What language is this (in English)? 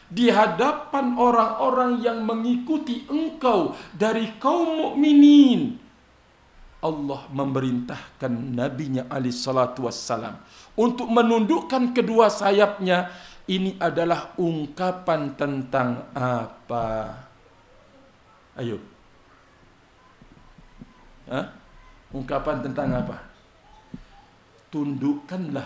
Indonesian